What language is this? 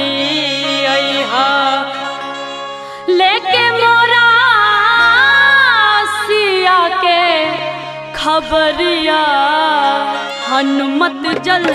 Bhojpuri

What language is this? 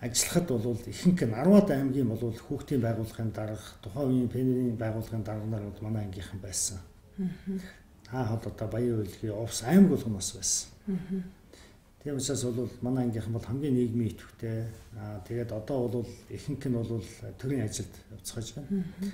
Mongolian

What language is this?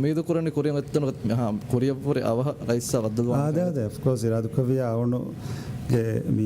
Divehi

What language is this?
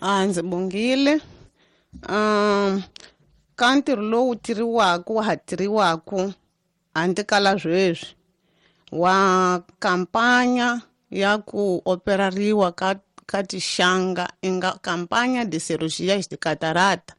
Tsonga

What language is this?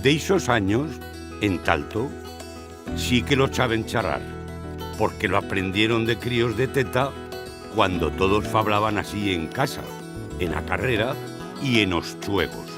Aragonese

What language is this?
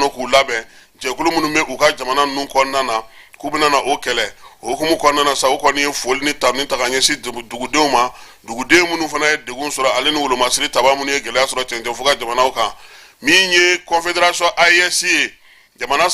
Bambara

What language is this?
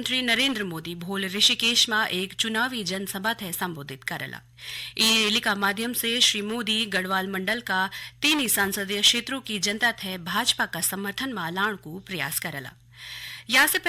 Garhwali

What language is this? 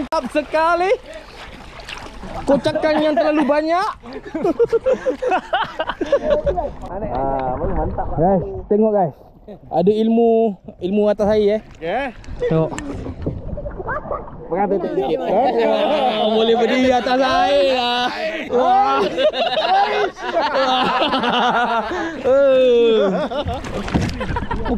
Malay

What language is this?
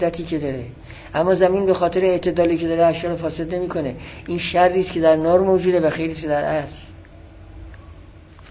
Persian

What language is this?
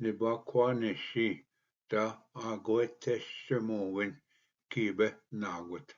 Ojibwa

